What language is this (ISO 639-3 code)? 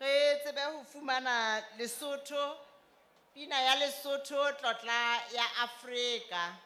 sot